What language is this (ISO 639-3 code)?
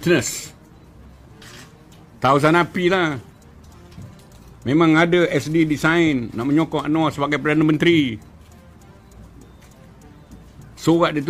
msa